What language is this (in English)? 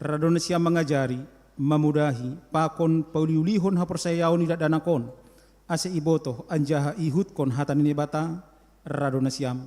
Batak Simalungun